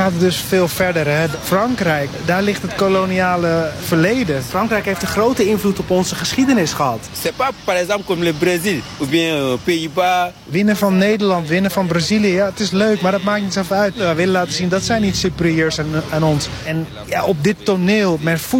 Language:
Dutch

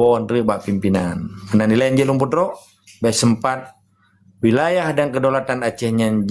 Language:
Achinese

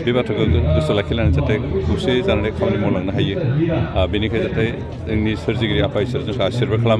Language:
Bodo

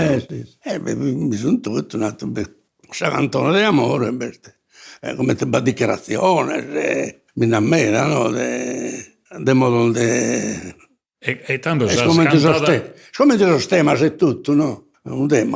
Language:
Sardinian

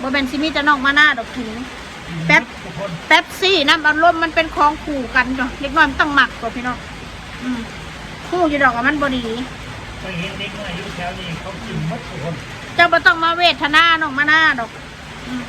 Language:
Northeastern Thai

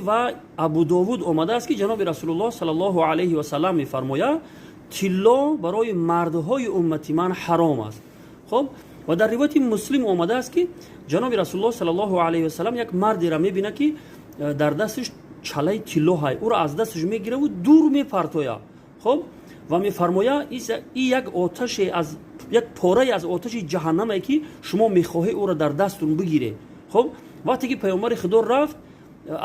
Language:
Tajik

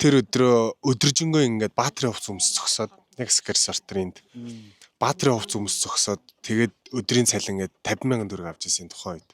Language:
Mongolian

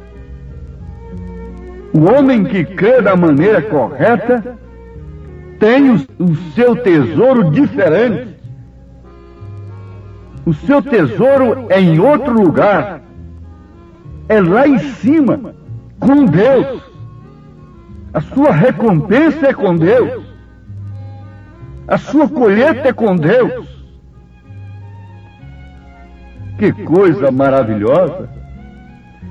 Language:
Portuguese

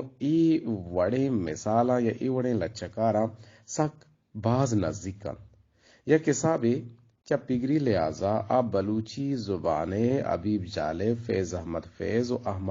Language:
Eastern Balochi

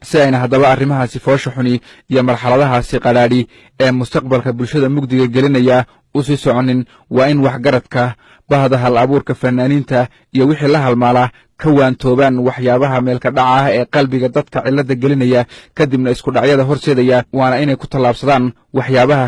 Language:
Somali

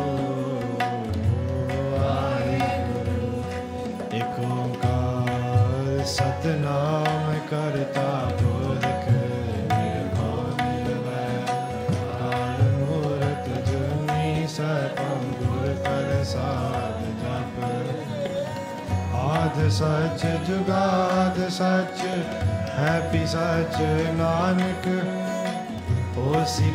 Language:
Punjabi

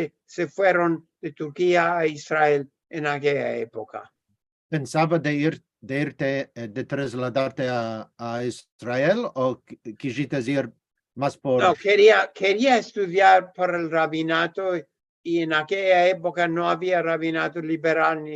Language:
Ladino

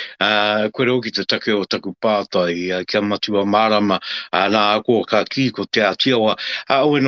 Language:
Māori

